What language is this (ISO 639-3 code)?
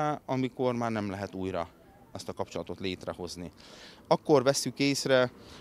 hun